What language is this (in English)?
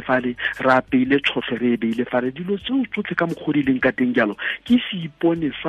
Tswana